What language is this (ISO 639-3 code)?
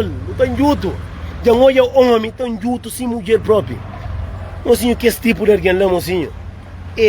kea